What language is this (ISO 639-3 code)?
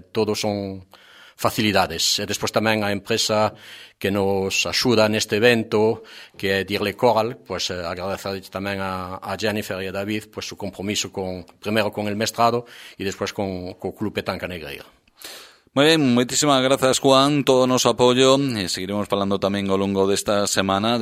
glg